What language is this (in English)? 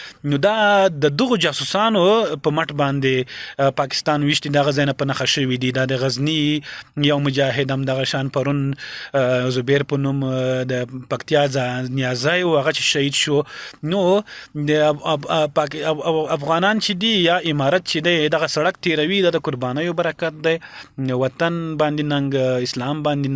Pashto